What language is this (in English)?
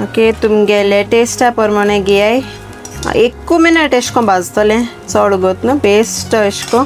Konkani